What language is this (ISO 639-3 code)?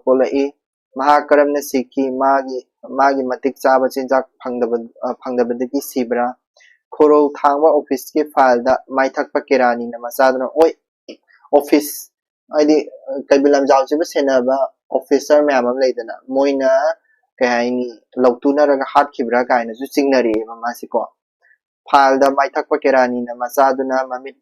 mni